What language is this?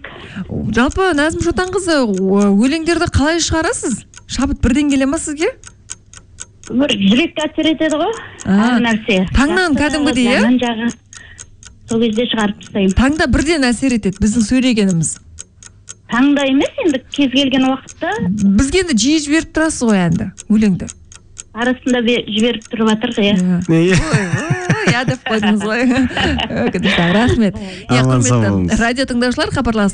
Kazakh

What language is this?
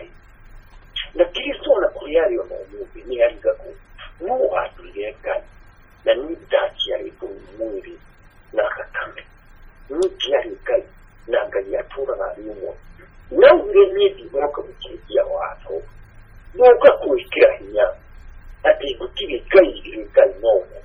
Kikuyu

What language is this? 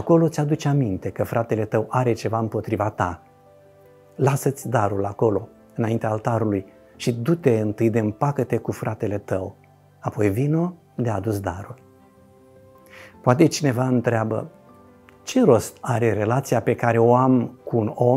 Romanian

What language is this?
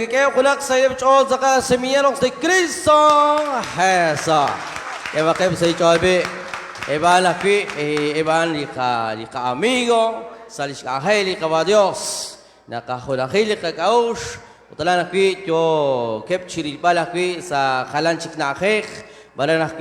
Kekchí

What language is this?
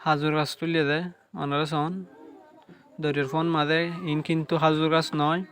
Rohingya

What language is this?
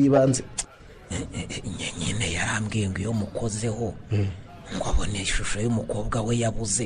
Kinyarwanda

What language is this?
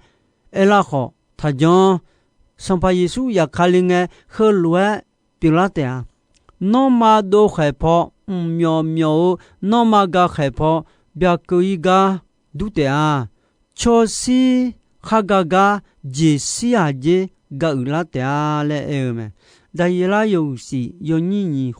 Akha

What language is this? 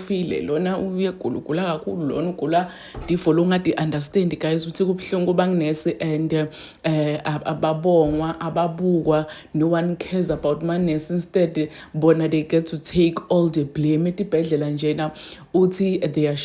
Zulu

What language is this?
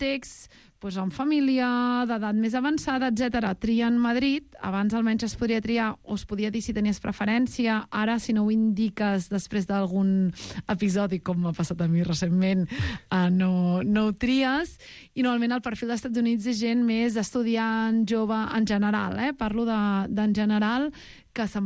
Catalan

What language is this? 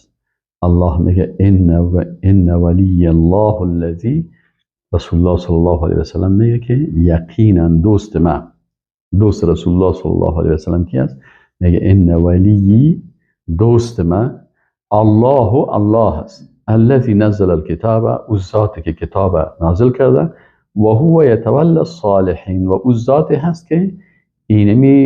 Persian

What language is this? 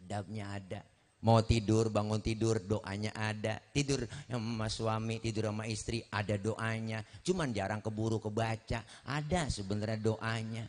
Betawi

